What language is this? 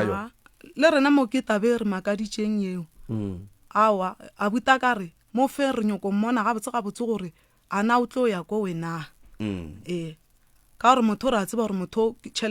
Northern Sotho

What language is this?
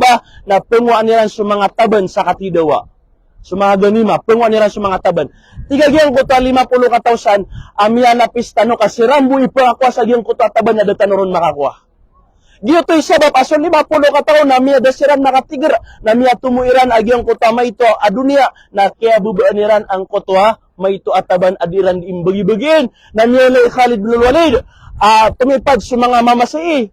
Maranao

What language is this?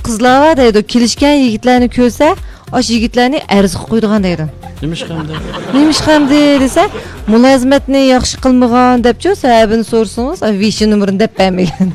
Uyghur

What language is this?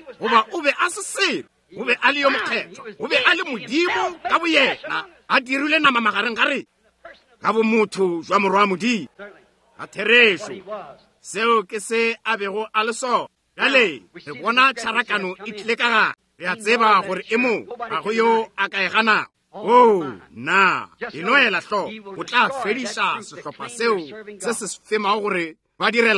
Northern Sotho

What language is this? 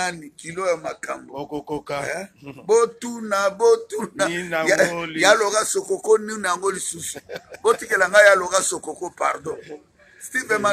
Lingala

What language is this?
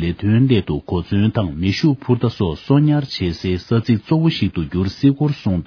Tibetan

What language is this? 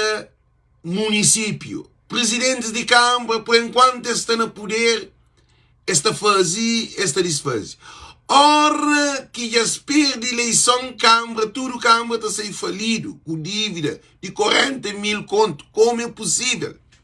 Kabuverdianu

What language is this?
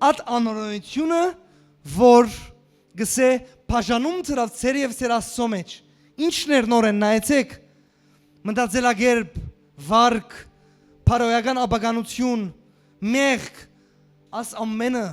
Western Armenian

